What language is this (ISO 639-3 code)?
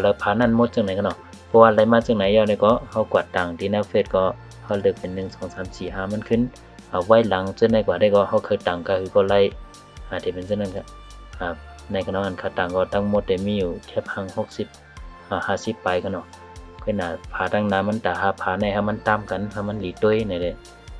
shn